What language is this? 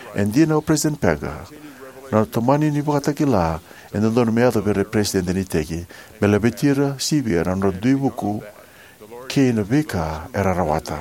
Fijian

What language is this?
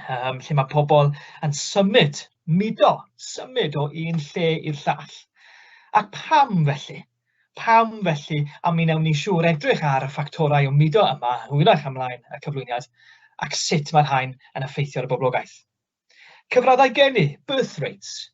Welsh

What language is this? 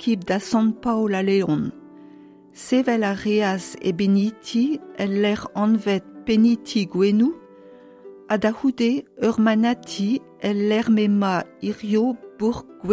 Breton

